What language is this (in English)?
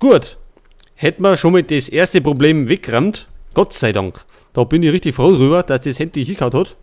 Bavarian